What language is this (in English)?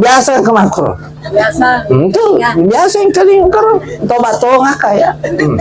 Buginese